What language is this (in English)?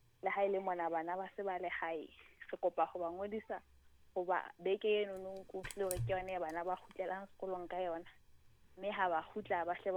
Southern Sotho